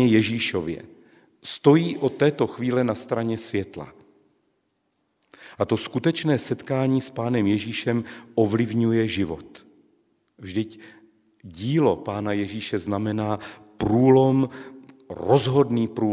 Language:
Czech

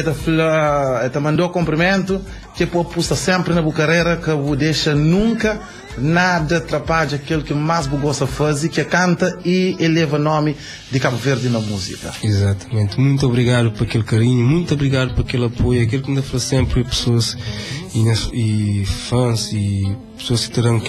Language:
Kabuverdianu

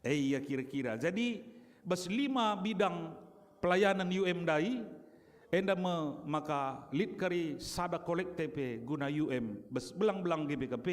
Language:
Batak Karo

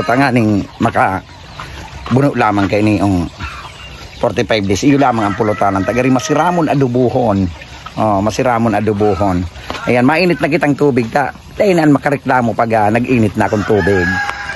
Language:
Bikol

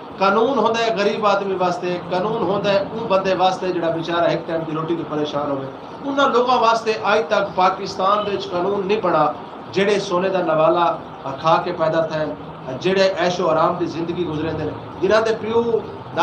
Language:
Saraiki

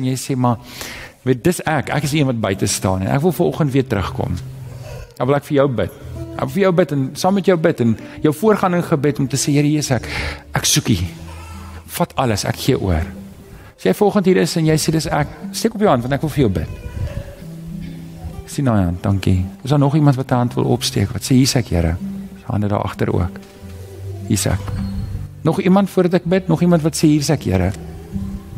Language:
Afrikaans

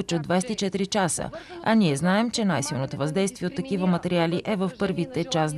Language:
Bulgarian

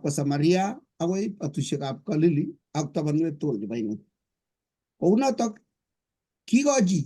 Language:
Kalenjin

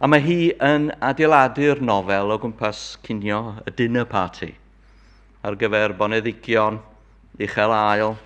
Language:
Welsh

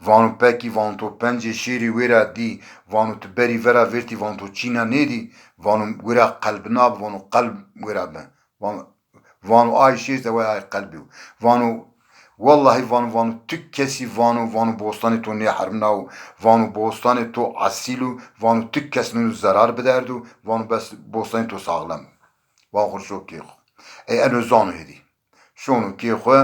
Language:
Zaza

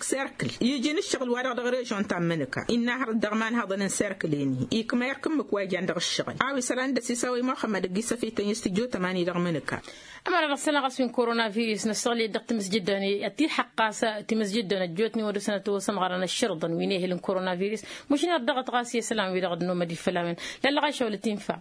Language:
Tamasheq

